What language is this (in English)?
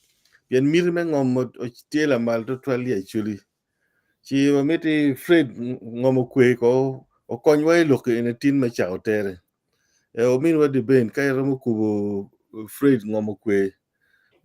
Acoli